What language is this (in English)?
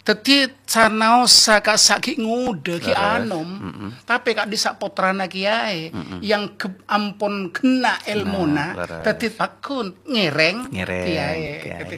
Madurese